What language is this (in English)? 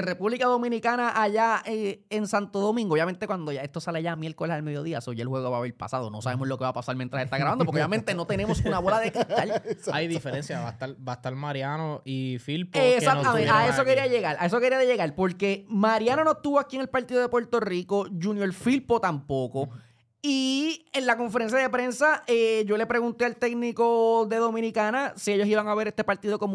Spanish